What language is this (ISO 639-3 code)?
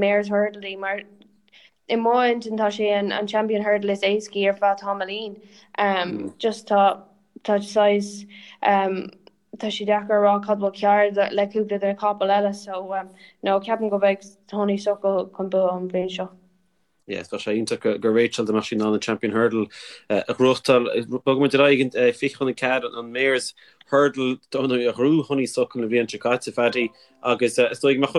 gle